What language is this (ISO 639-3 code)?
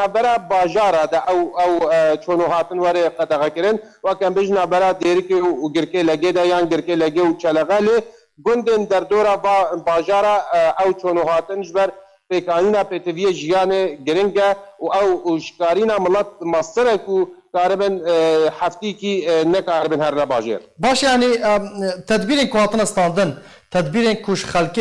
kur